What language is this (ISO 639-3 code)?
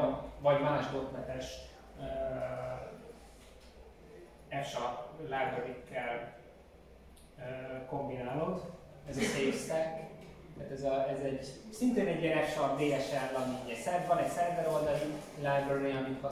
hun